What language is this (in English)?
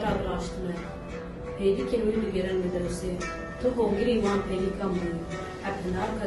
Kurdish